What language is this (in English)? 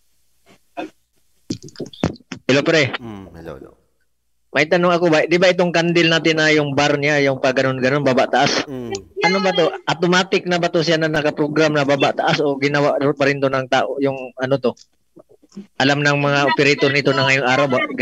Filipino